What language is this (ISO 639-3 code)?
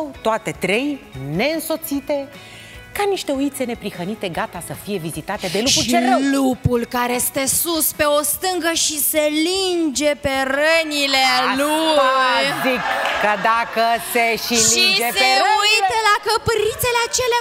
ron